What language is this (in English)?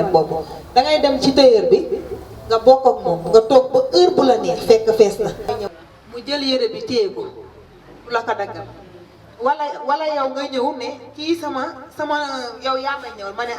Wolof